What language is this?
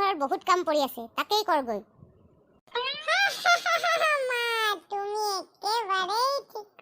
Assamese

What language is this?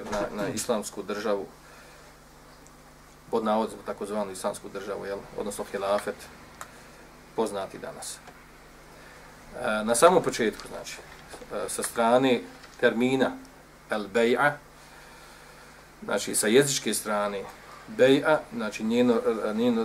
Bosnian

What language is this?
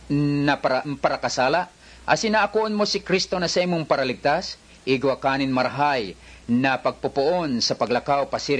Bikol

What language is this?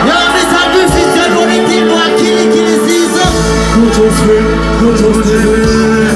Jamaican Creole English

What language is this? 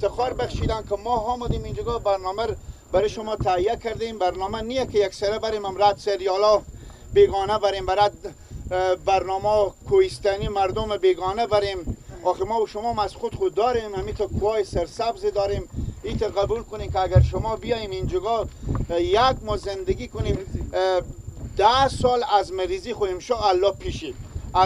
Persian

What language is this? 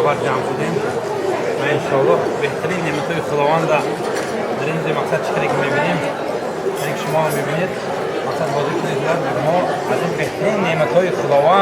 Tajik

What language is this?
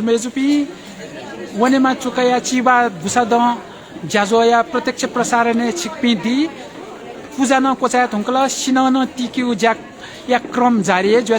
Newari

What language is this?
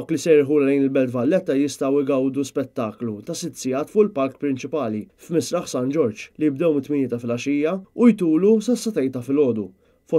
Maltese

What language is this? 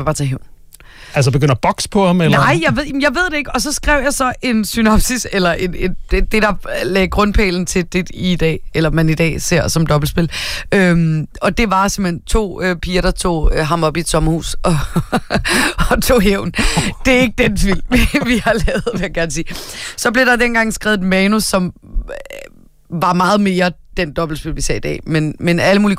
Danish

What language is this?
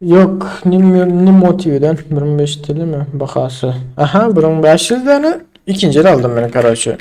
Turkmen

